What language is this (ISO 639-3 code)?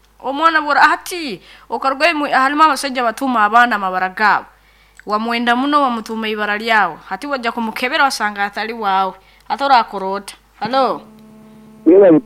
nyo